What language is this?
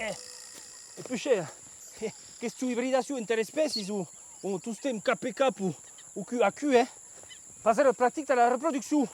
Occitan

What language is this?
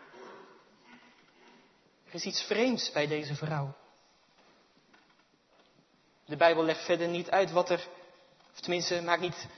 Dutch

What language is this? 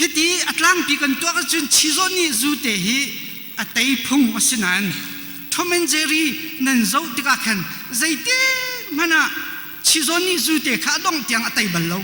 Hakha Chin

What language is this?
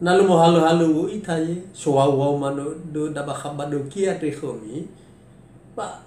Nias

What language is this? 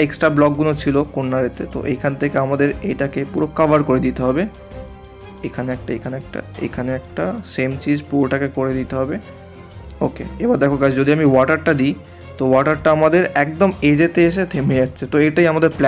Bangla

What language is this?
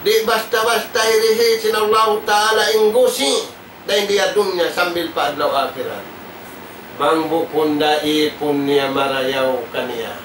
Tausug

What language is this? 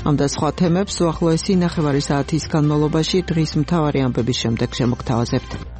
Georgian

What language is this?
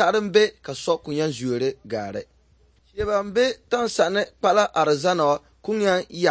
Dagbani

